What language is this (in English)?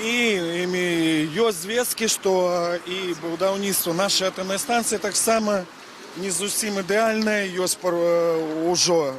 Belarusian